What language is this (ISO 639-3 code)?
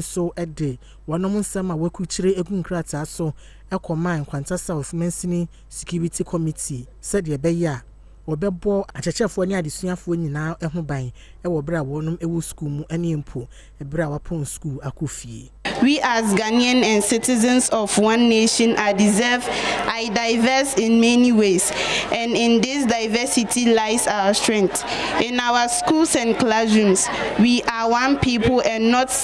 aka